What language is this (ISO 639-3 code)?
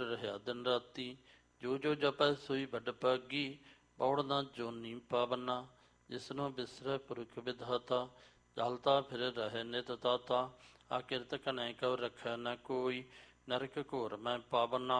pan